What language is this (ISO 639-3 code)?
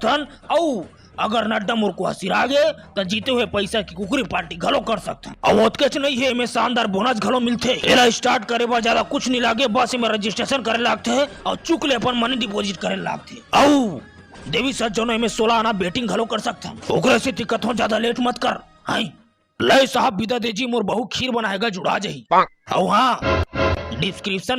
hne